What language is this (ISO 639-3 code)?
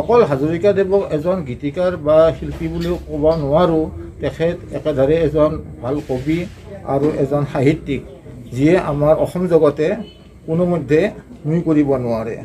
asm